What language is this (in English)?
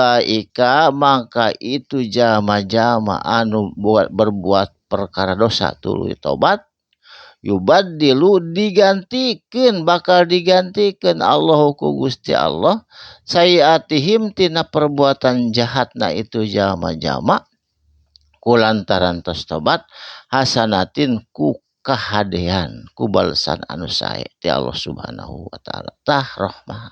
Sundanese